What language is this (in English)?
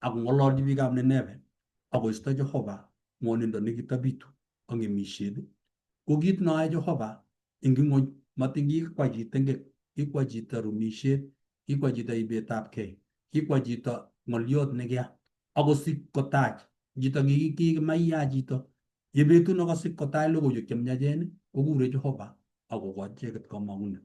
Kalenjin